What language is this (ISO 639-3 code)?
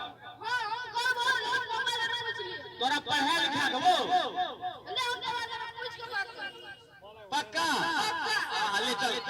mai